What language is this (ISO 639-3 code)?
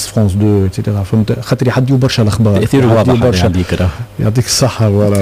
aeb